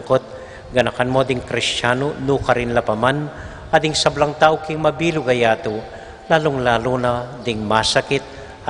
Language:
Pampanga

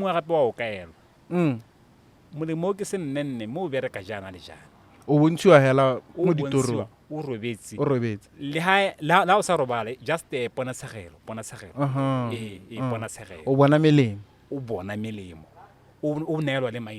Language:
Tswana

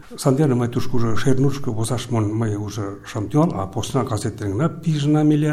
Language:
Mari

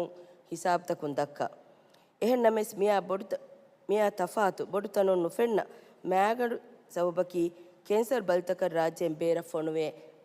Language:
Divehi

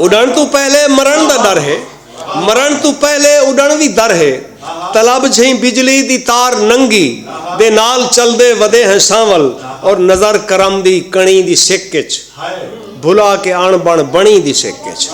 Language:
Saraiki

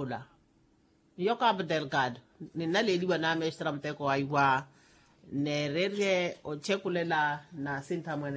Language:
Makhuwa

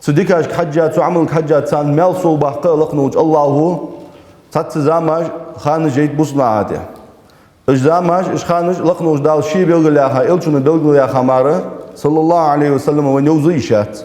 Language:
Ingush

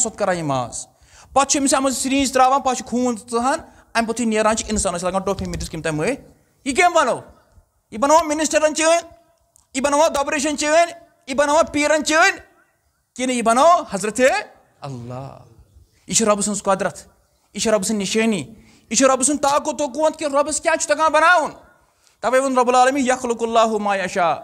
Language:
Kashmiri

